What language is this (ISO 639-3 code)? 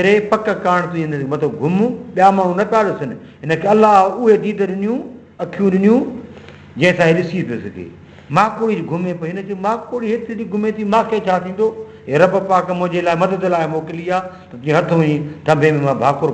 snd